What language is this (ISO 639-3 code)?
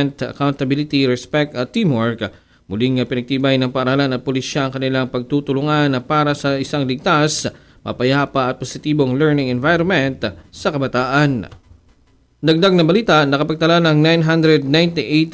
fil